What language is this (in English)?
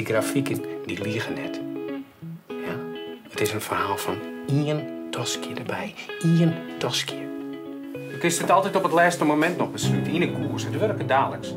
Western Frisian